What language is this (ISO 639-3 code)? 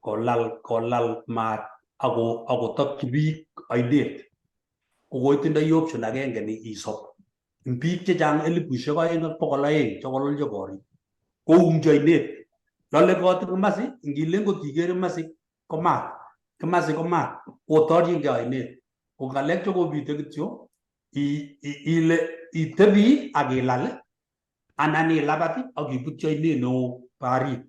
kln